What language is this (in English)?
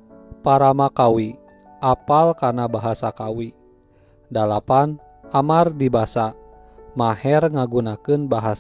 Sundanese